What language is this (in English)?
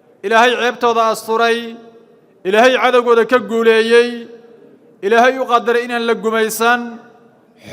Somali